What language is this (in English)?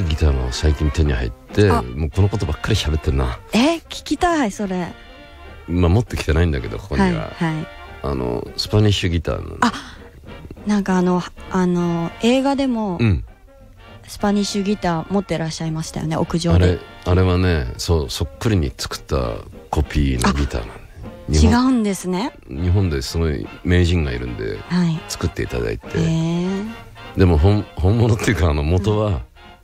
Japanese